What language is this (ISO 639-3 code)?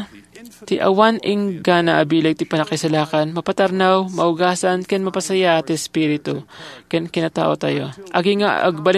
ilo